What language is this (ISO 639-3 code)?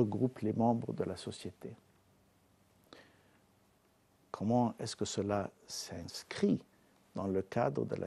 fra